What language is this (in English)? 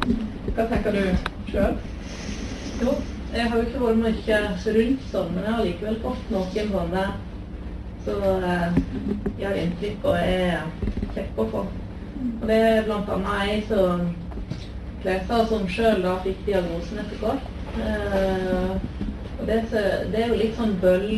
Norwegian